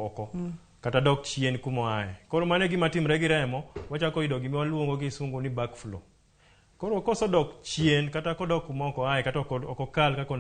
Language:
Luo (Kenya and Tanzania)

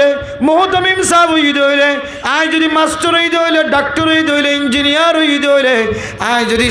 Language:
Rohingya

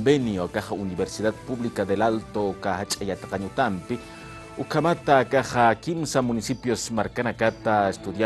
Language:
Aymara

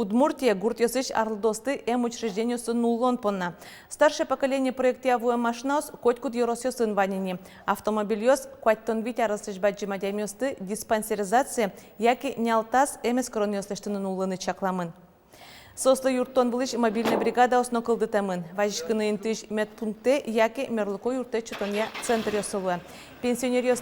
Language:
Udmurt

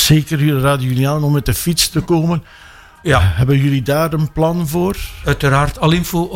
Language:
Dutch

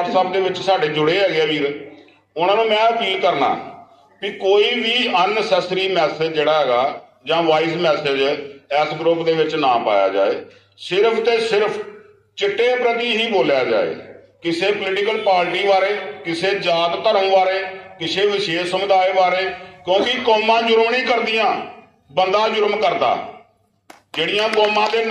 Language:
Punjabi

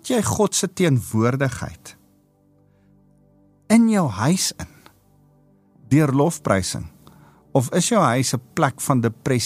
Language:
Afrikaans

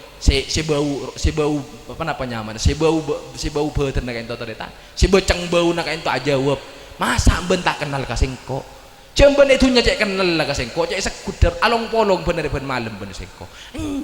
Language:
Madurese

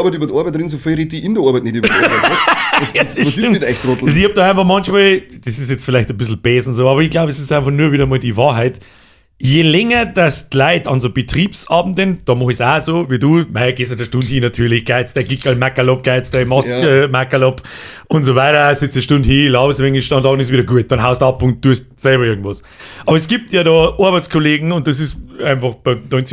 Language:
Bavarian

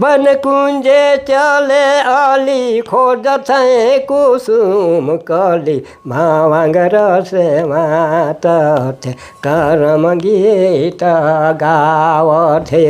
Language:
Sadri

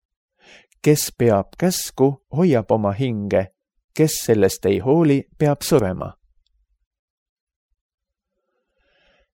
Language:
Estonian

